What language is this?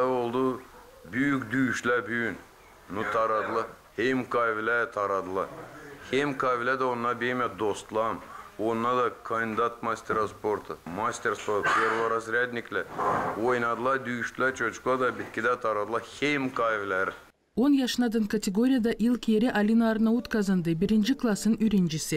Gagauz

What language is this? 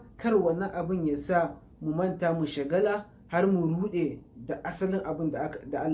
Hausa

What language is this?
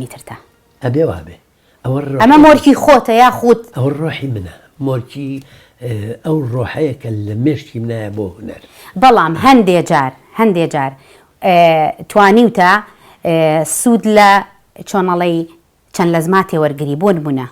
Central Kurdish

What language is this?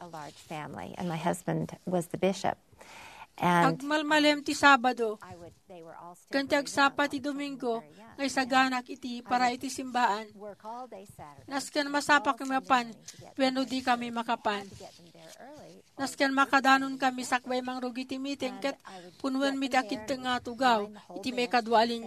Iloko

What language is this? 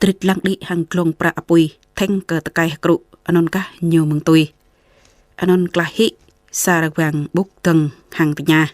Jarai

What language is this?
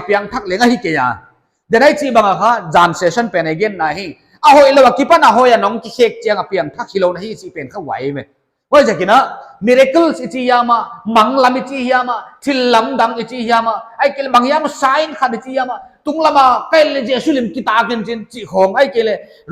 Paite Chin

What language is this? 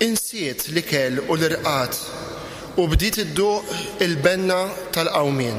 Maltese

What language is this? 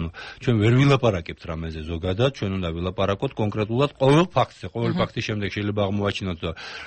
Georgian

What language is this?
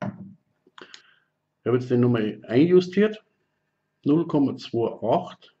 Bavarian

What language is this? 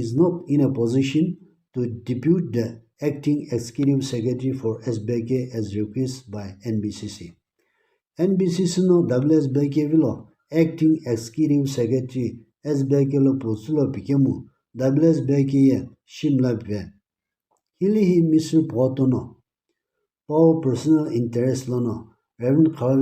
Sumi Naga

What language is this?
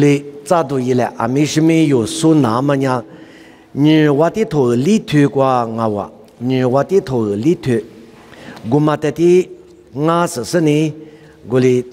Lisu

